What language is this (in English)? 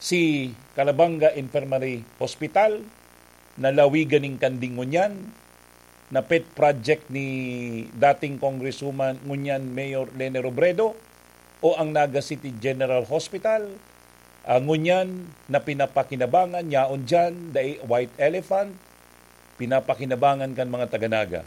Bikol